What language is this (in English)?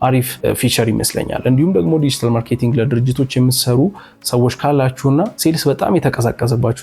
Amharic